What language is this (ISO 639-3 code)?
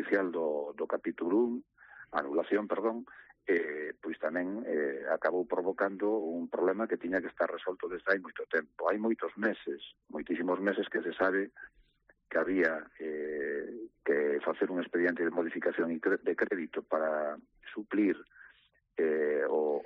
glg